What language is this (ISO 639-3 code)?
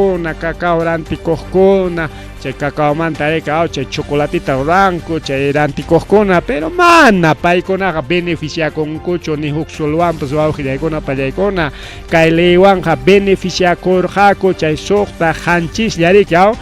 quy